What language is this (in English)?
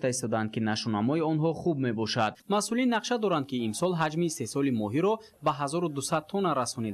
Tajik